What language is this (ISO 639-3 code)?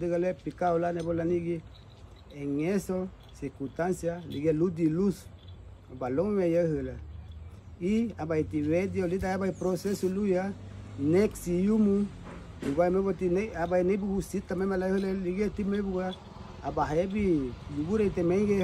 cab